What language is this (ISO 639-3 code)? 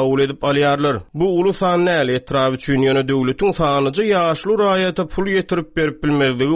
tuk